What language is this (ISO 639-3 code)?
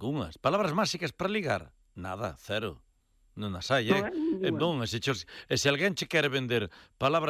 glg